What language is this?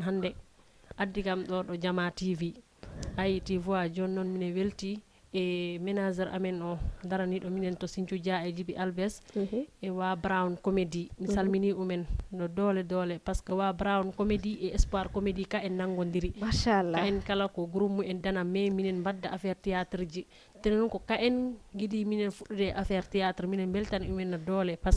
Fula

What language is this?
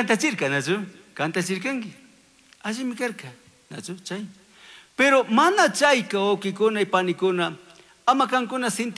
Chimborazo Highland Quichua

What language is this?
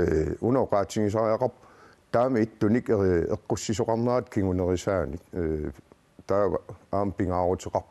Kalaallisut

